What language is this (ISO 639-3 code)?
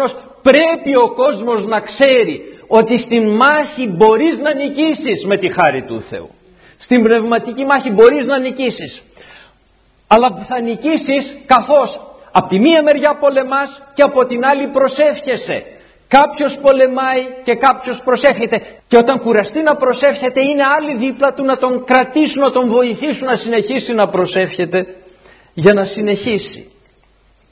ell